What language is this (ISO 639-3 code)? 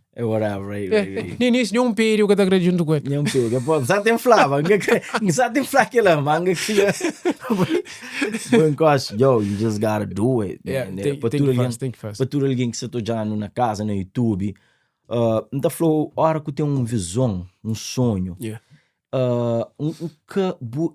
kea